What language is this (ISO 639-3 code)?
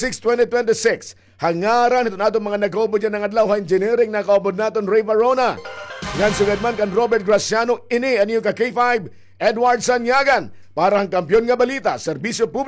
war